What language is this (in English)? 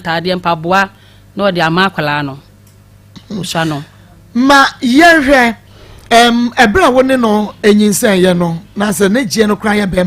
Akan